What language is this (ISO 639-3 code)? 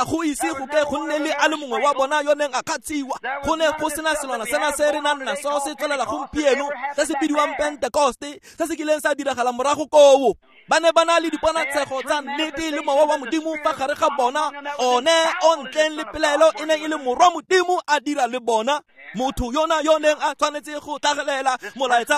tsn